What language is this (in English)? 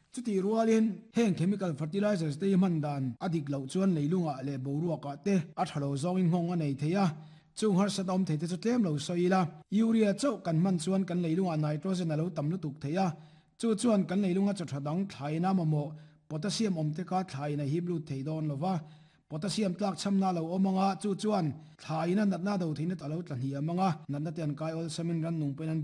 Mizo